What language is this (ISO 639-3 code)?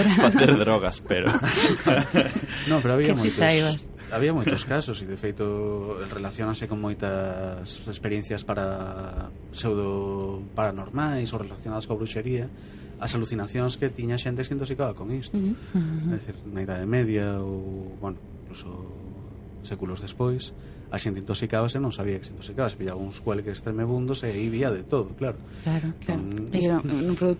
glg